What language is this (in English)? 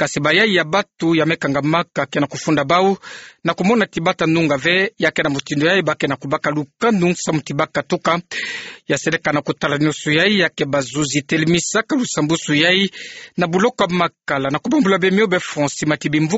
Kituba (Democratic Republic of Congo)